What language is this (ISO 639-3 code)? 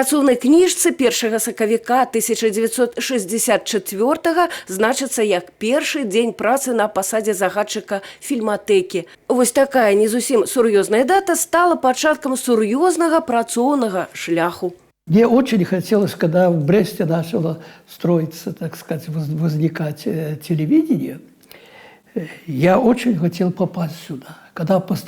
bel